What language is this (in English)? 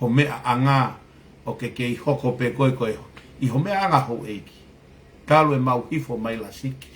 Tongan